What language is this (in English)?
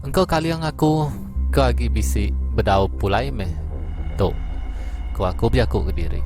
Iban